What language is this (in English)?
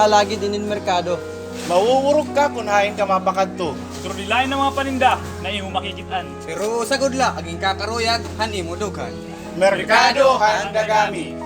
Waray